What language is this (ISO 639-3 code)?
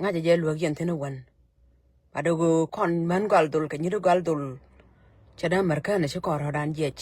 nus